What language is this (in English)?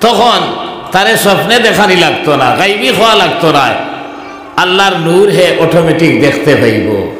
Sylheti